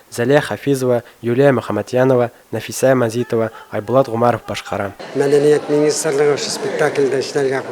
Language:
Bashkir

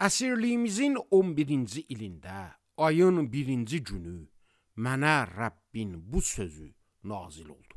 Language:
Azerbaijani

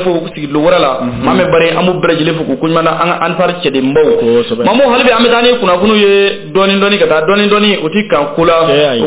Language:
Bambara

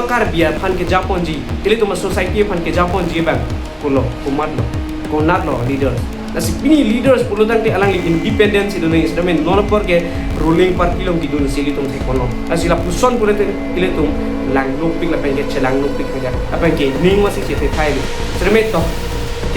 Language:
Karbi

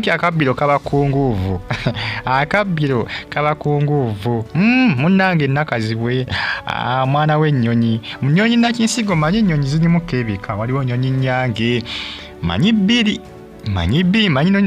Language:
Ganda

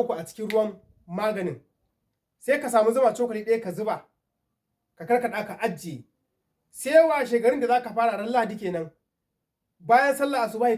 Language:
Hausa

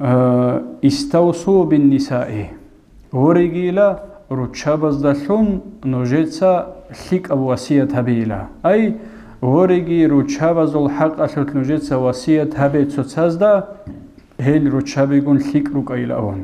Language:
Avaric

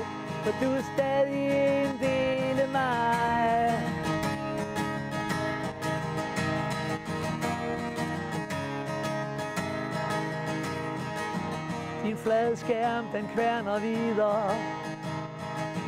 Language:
Danish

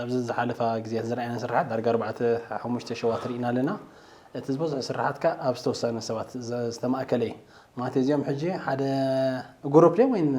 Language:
Tigrinya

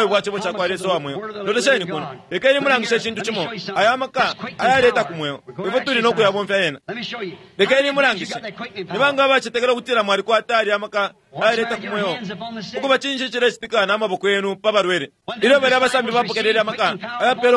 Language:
Bemba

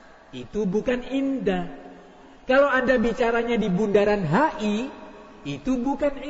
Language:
Indonesian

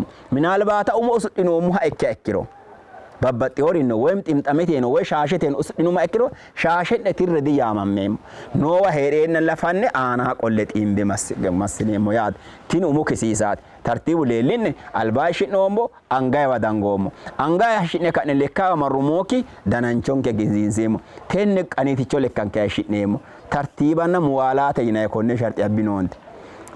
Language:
Sidamo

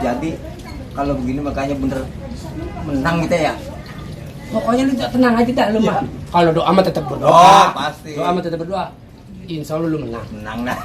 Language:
Betawi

